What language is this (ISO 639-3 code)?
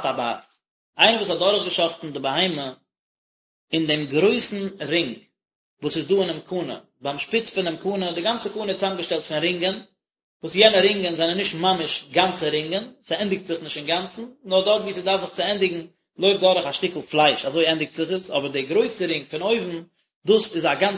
yid